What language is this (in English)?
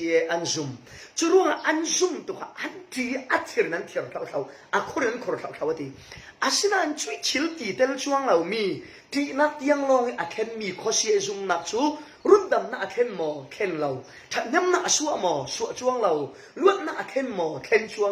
Falam Chin